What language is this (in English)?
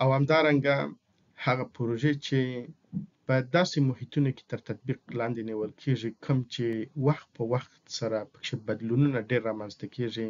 Pashto